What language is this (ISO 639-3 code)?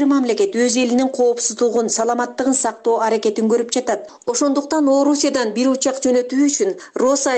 kir